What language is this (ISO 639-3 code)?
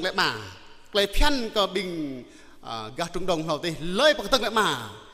jra